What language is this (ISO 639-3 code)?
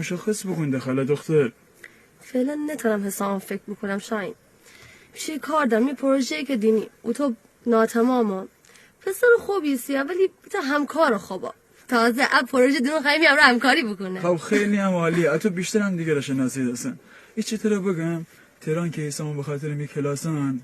glk